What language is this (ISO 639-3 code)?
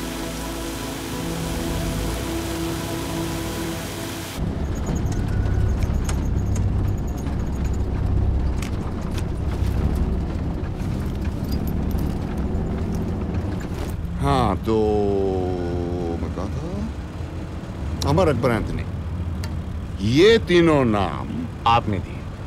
hin